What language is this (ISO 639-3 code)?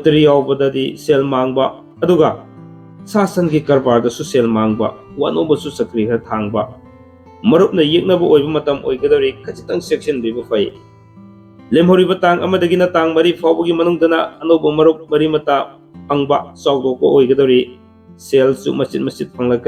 mni